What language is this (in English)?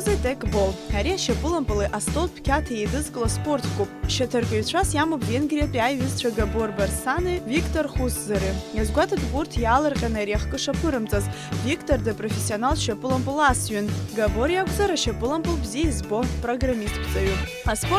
Abkhazian